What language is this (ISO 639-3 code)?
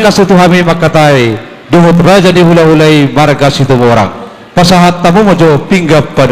bbc